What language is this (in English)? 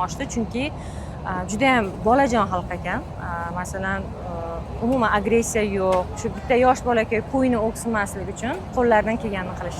Uzbek